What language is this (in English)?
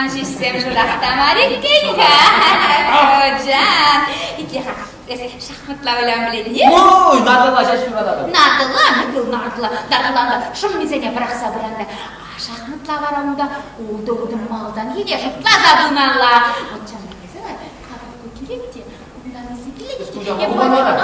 Chuvash